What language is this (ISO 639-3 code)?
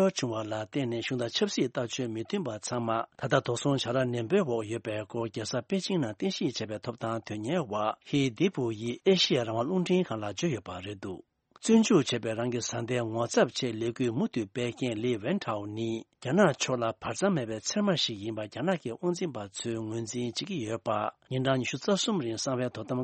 bod